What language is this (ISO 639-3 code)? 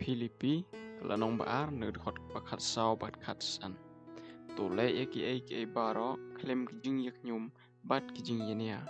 kha